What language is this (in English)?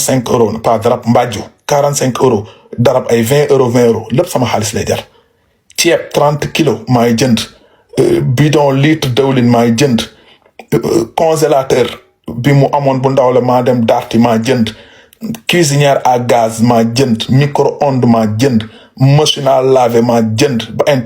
Wolof